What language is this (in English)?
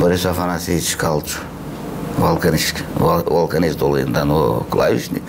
Gagauz